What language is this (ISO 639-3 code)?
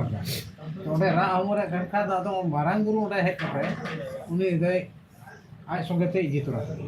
sat